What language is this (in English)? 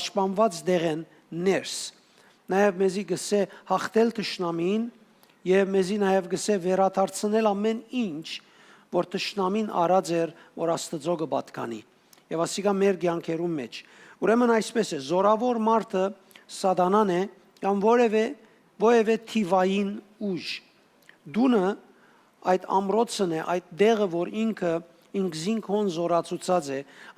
Western Armenian